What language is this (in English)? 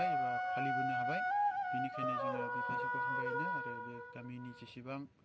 Bodo